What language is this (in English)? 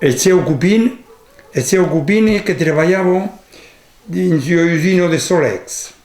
Occitan